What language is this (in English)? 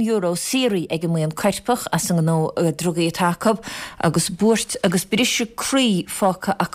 Irish